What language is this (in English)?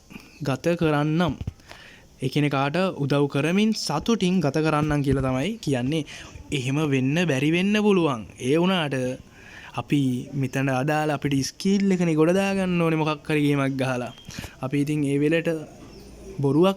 Sinhala